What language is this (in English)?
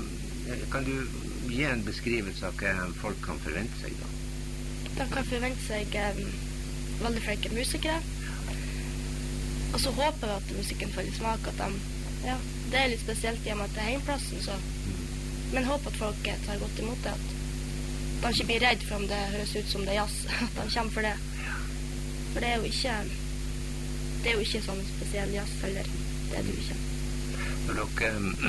Norwegian